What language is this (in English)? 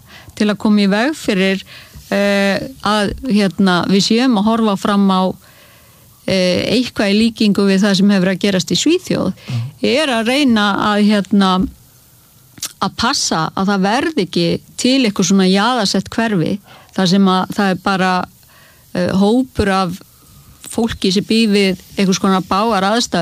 Icelandic